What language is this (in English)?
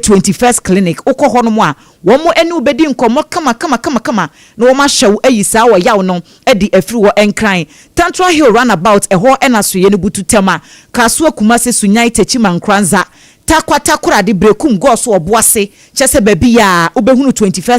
Akan